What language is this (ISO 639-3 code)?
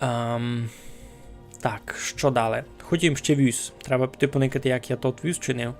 rue